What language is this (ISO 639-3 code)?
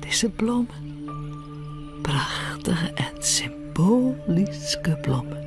fry